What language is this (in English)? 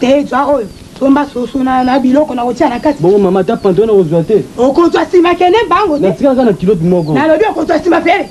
Lingala